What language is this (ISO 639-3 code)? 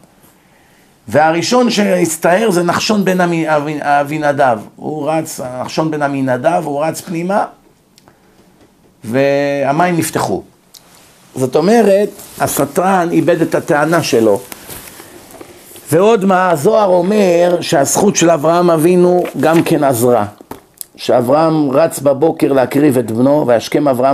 heb